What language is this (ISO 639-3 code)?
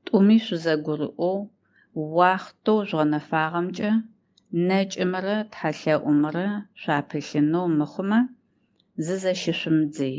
ady